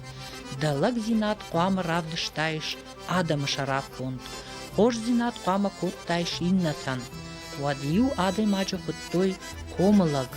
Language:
Ossetic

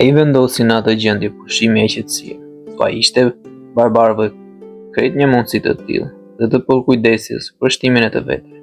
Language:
Albanian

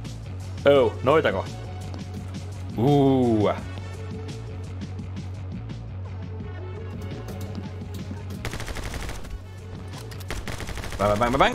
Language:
Finnish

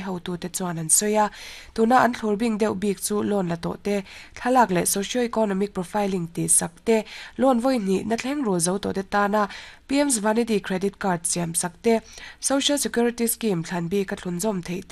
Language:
Mizo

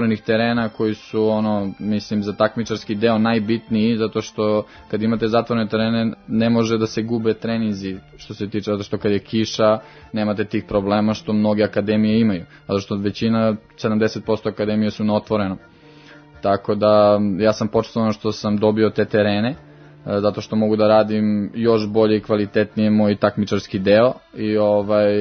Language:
Serbian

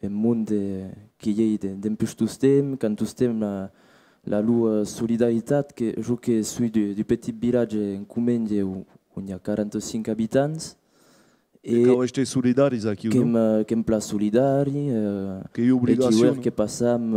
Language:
Occitan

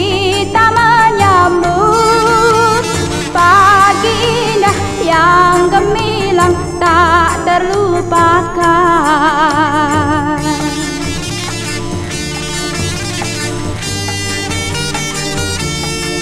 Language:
Indonesian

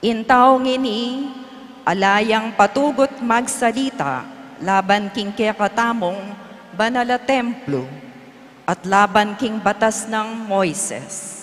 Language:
Pampanga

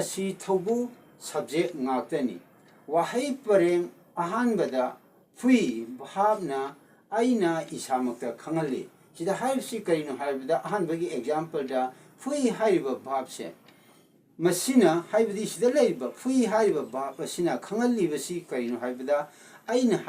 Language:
Manipuri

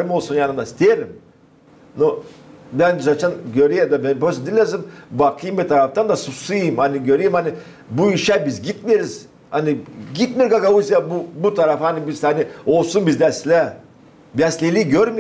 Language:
Gagauz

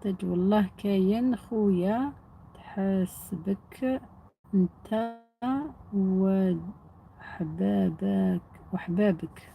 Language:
Algerian Arabic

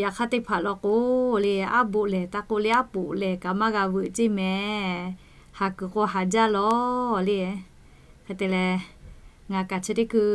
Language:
Lahu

